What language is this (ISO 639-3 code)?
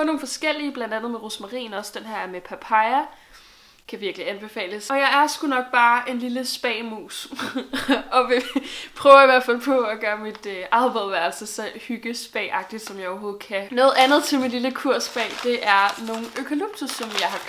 dan